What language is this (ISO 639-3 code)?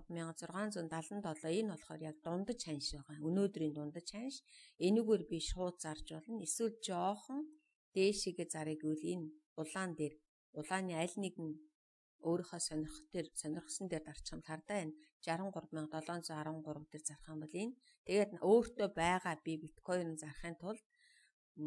mon